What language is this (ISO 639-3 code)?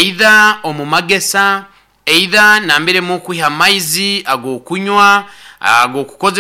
nyo